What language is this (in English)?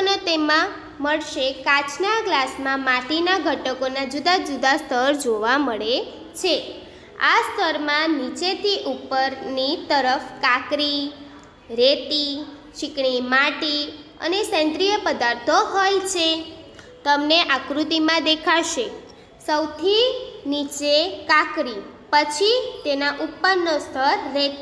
Gujarati